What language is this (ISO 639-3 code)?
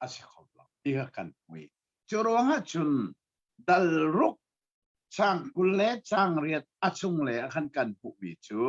cnh